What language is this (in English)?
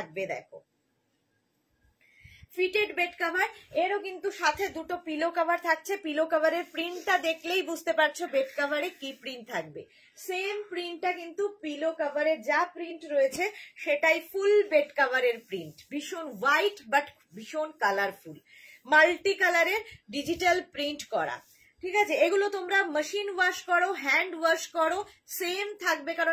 Bangla